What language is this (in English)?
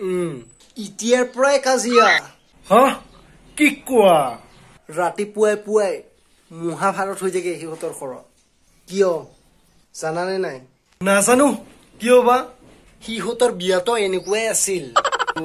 Assamese